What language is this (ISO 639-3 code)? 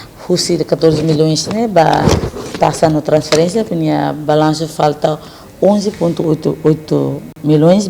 tet